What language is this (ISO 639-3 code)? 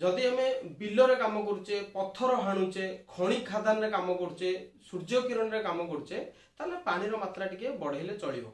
ori